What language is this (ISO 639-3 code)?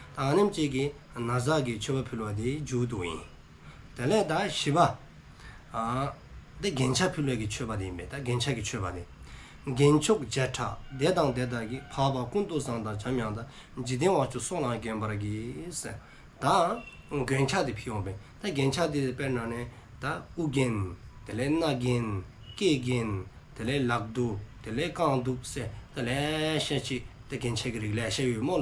dzo